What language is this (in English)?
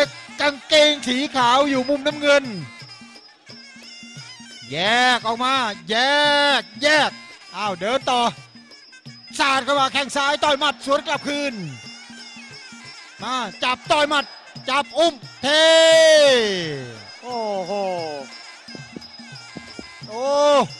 Thai